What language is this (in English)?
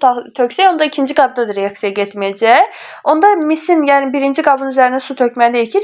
Azerbaijani